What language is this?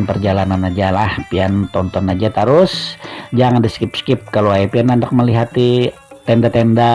Banjar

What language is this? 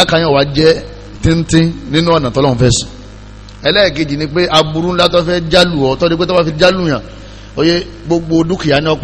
Yoruba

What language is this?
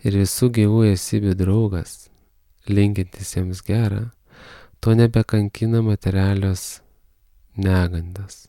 Lithuanian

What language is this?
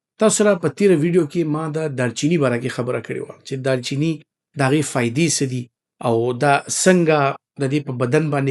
Pashto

